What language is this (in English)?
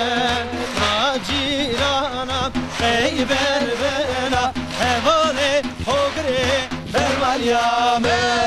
Zaza